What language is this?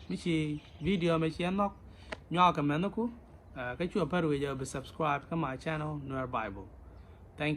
Nuer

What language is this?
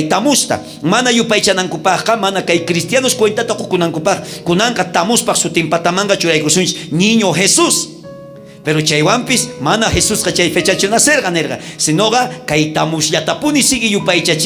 South Bolivian Quechua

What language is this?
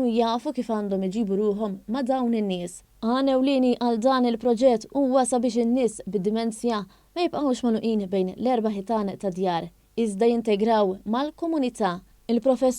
Maltese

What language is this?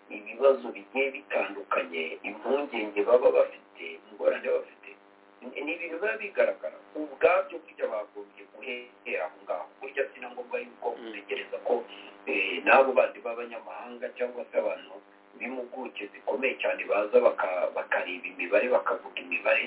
Kinyarwanda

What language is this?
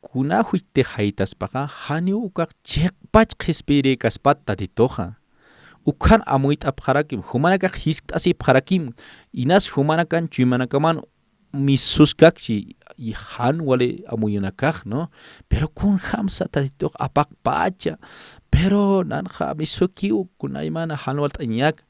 Aymara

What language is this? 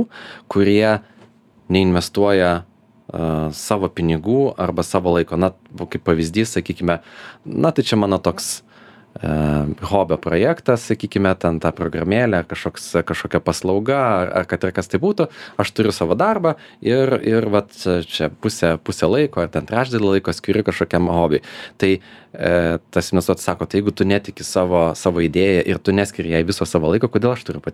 Lithuanian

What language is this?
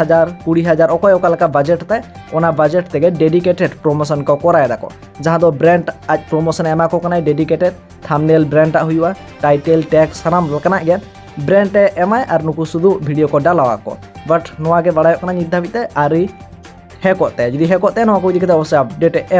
Santali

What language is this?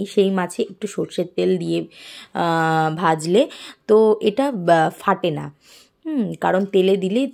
Bangla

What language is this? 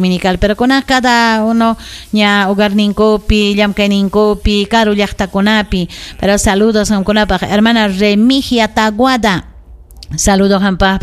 Ayacucho Quechua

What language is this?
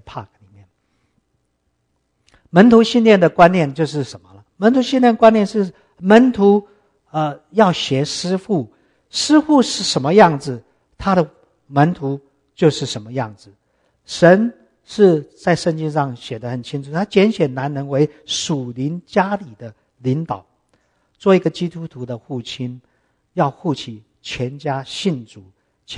Chinese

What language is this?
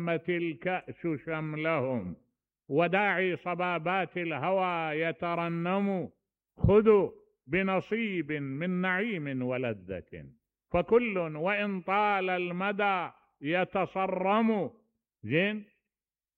Mesopotamian Arabic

